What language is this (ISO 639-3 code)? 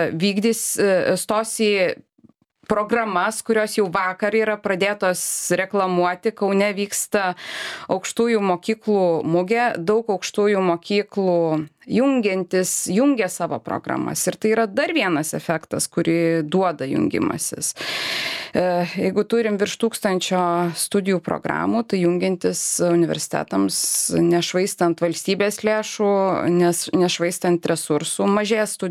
lit